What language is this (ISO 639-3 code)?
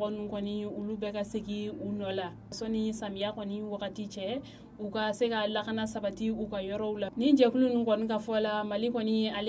bam